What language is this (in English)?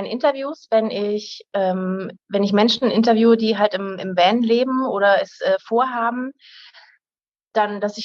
German